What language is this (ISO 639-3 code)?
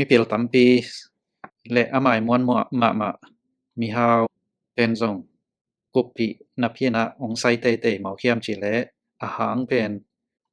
ctd